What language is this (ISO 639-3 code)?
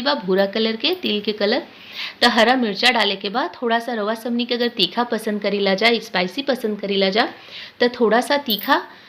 bho